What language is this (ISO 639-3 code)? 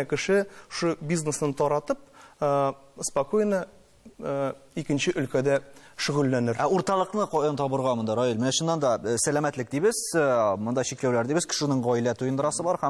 tat